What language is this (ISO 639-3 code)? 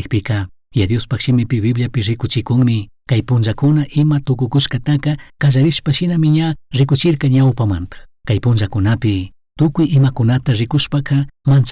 qug